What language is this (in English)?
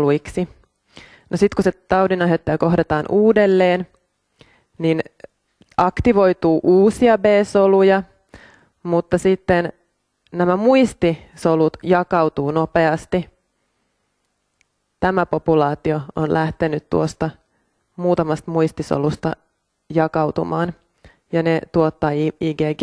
Finnish